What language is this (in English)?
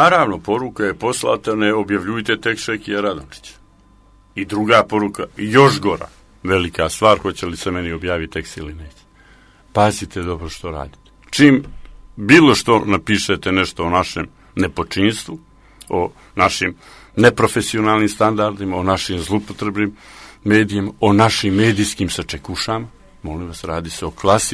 Croatian